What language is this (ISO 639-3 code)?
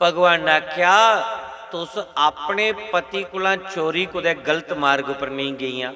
doi